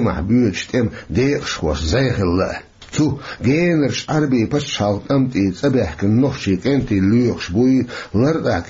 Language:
Chechen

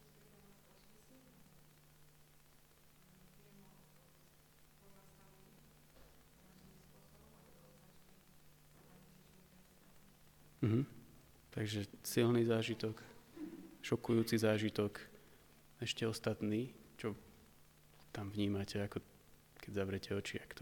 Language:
Slovak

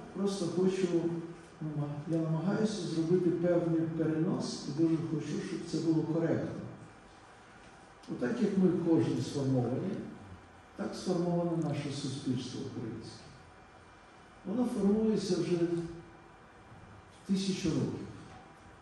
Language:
Ukrainian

